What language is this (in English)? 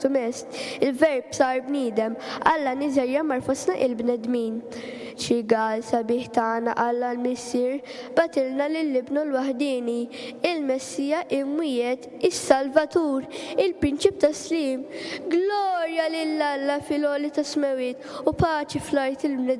Maltese